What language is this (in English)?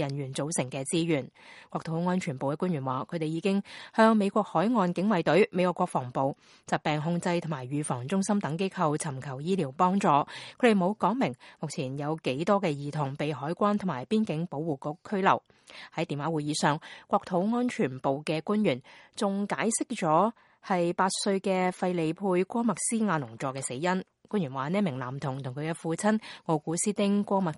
Cantonese